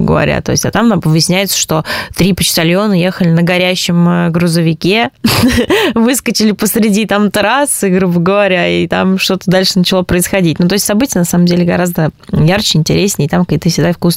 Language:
Russian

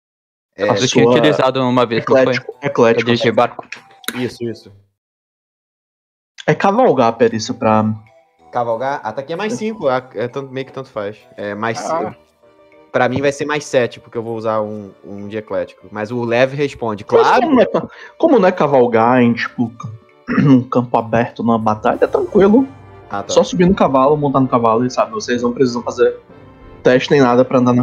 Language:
Portuguese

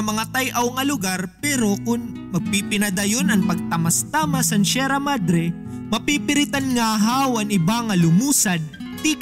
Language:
Waray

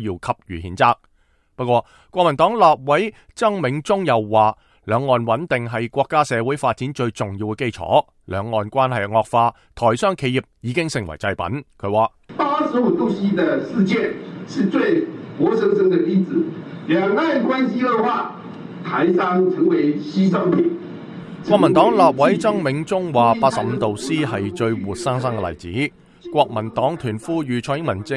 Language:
Cantonese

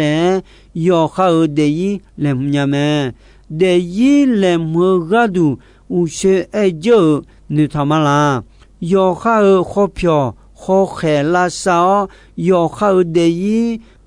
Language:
Akha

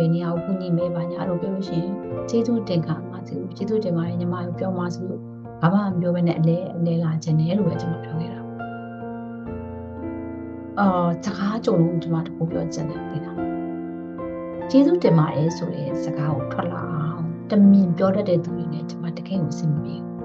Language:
Burmese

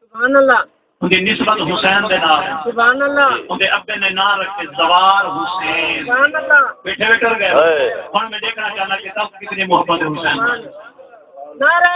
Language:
Saraiki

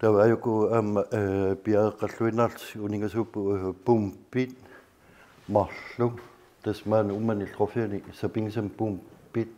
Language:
Kalaallisut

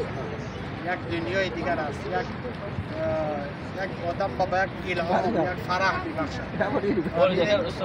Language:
Tajik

